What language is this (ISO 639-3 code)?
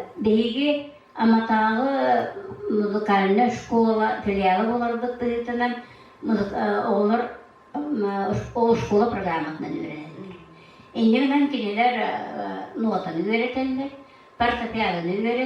sah